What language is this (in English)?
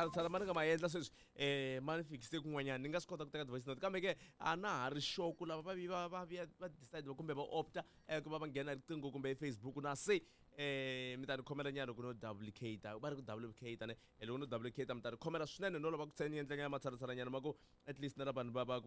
Tsonga